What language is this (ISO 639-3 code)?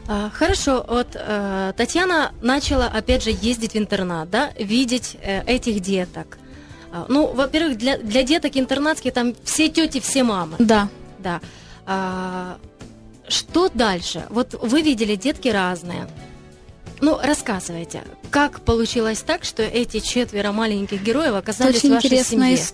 rus